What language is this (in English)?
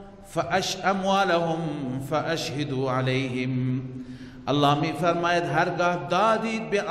Persian